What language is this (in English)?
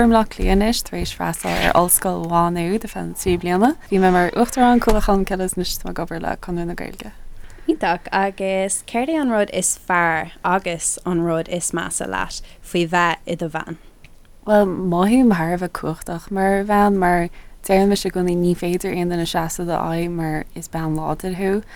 Irish